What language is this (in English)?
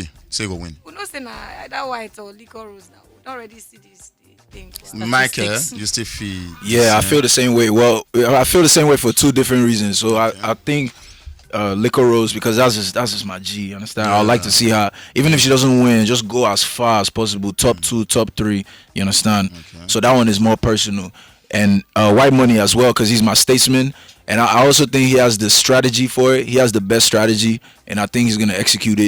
Nigerian Pidgin